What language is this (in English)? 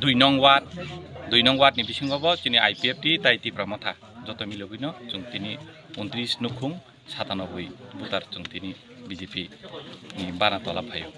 Kok Borok